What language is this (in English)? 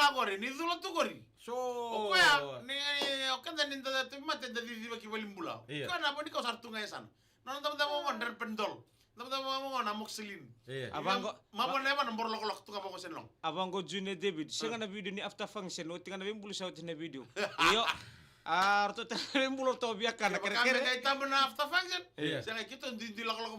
Fijian